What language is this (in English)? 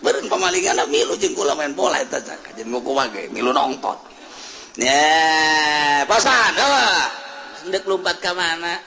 Sundanese